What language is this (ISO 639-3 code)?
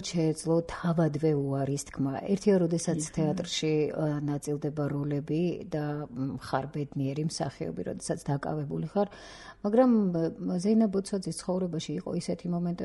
kat